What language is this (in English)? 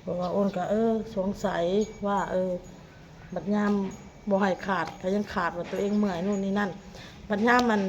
Lao